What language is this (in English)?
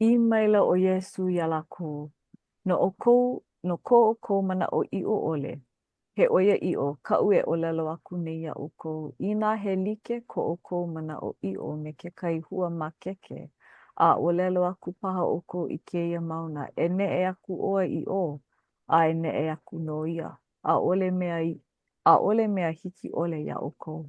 Hawaiian